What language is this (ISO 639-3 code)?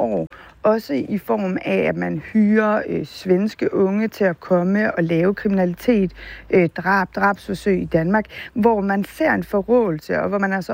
dan